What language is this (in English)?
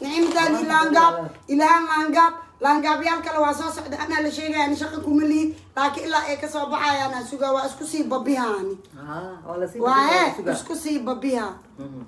Somali